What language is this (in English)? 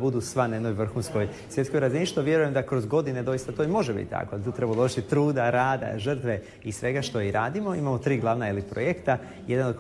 Croatian